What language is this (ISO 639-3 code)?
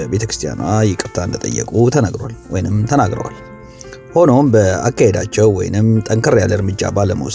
amh